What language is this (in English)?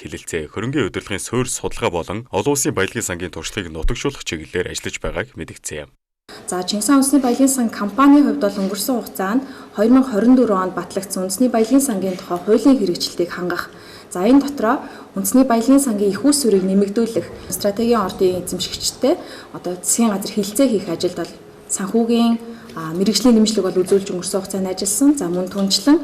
Mongolian